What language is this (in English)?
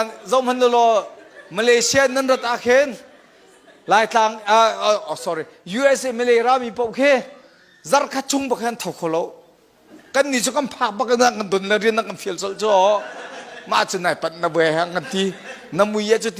Hakha Chin